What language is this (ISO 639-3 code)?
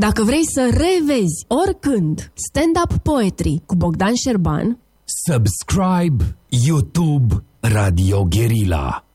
ron